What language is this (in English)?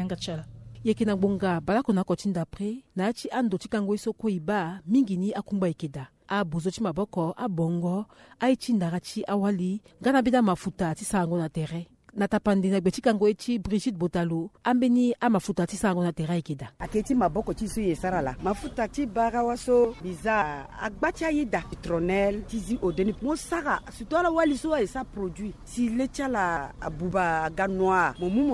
Sango